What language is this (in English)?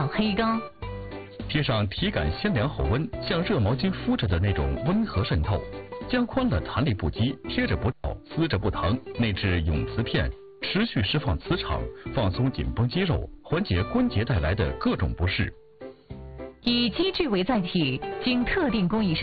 Chinese